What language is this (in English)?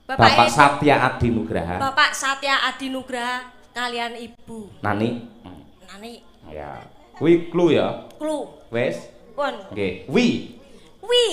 Javanese